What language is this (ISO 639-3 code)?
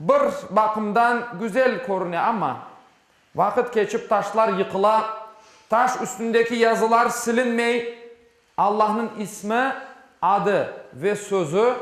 crh